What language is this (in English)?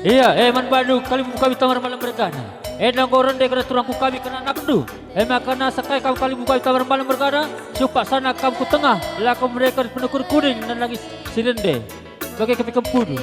Batak Karo